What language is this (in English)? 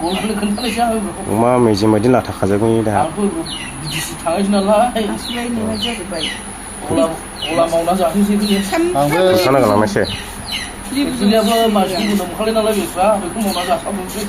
Bodo